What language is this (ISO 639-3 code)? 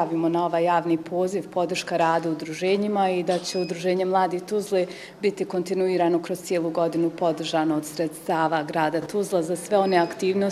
bos